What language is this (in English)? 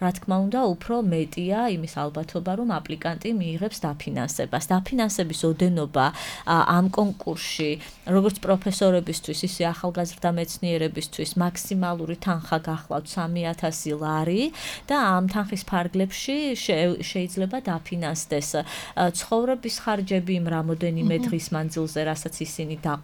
Georgian